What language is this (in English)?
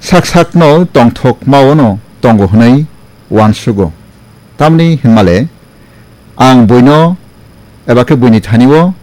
Kok Borok